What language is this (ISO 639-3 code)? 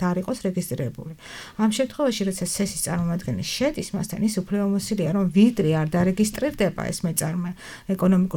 kat